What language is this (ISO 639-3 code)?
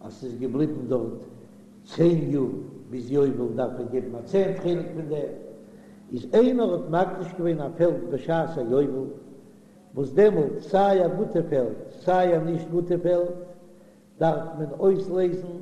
yid